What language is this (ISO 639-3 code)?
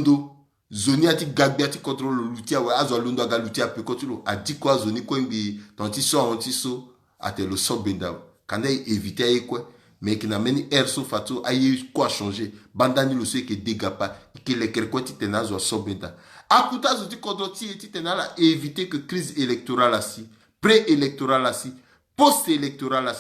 sag